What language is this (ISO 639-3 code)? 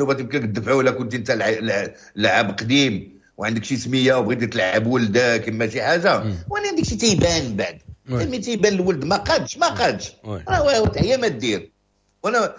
ary